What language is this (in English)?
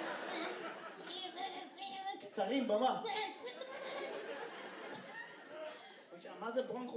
Hebrew